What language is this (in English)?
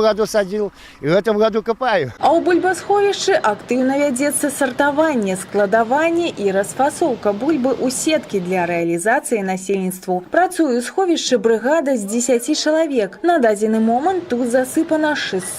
Belarusian